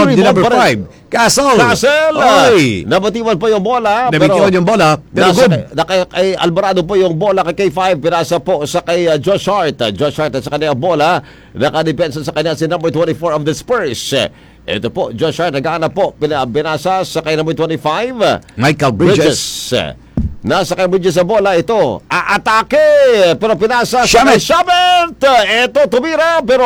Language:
Filipino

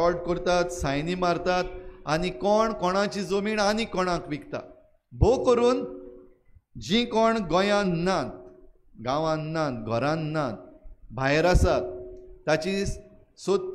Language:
Konkani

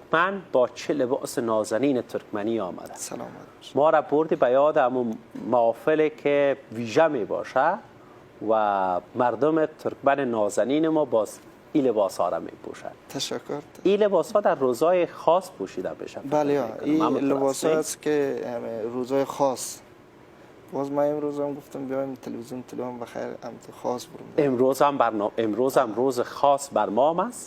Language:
Persian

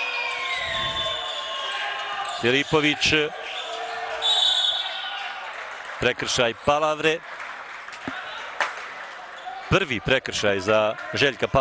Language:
Croatian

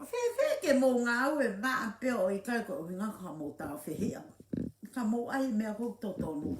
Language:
Tongan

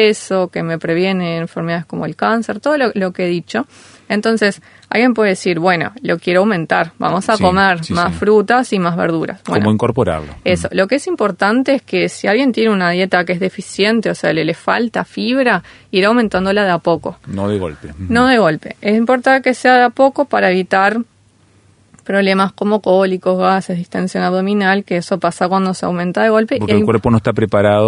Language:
Spanish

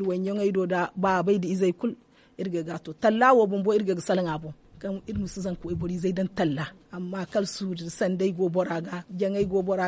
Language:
Zarma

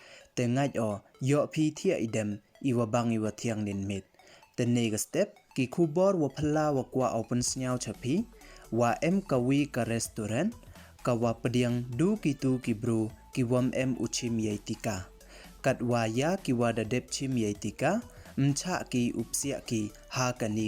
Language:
Pnar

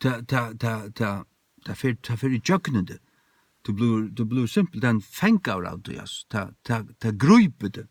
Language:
Faroese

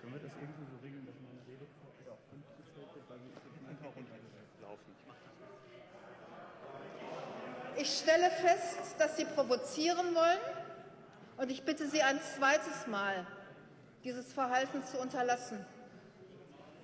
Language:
German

